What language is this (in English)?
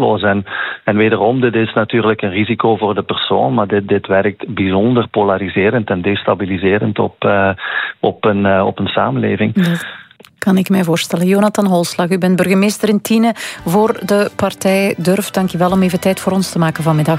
Dutch